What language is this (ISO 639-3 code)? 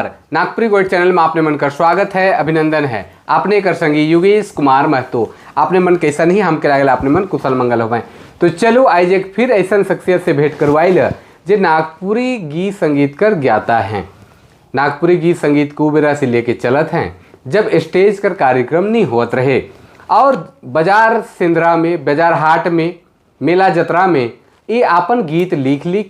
sck